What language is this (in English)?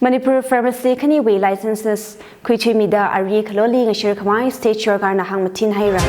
Tangkhul Naga (India)